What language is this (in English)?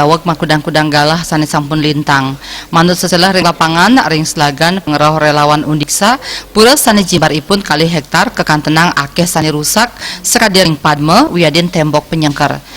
Balinese